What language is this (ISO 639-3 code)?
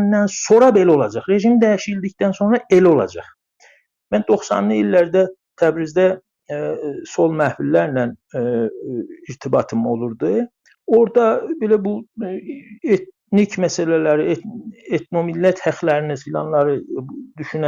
azb